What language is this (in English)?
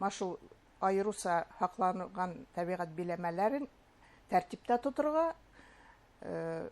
Bashkir